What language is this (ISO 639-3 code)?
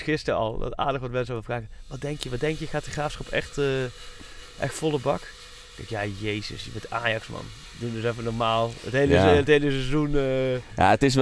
nld